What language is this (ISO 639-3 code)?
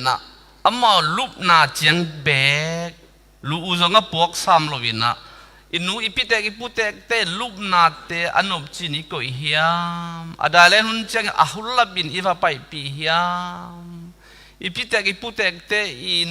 ctd